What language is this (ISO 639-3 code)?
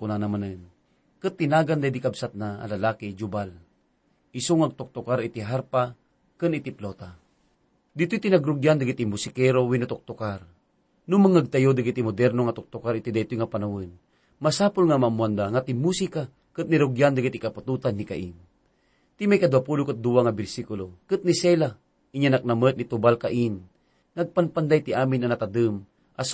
ilo